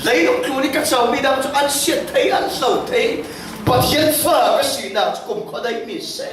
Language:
Falam Chin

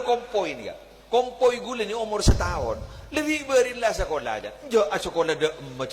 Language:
Madurese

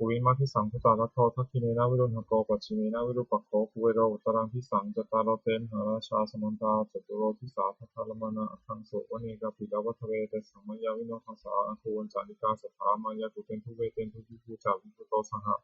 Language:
Pali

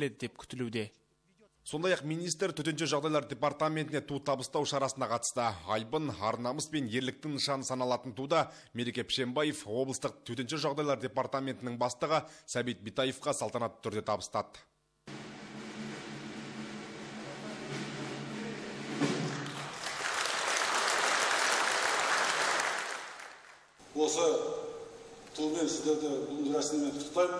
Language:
Kazakh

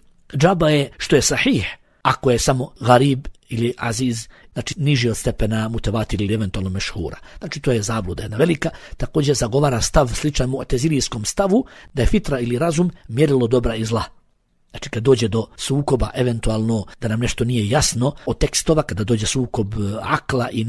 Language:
Bosnian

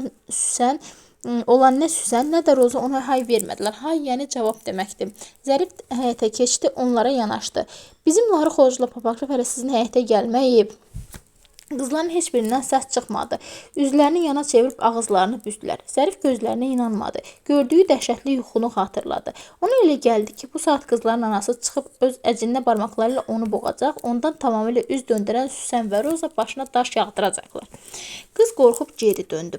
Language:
Azerbaijani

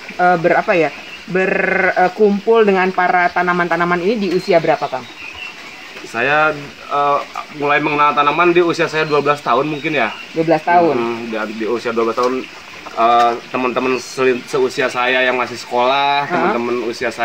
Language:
Indonesian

